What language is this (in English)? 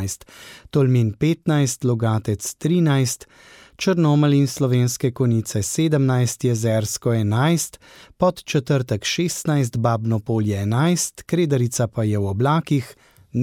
Slovenian